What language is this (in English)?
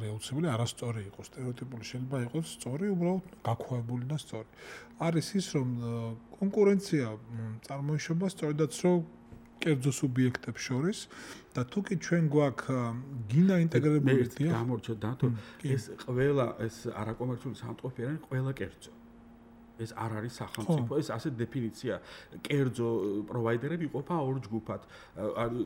Georgian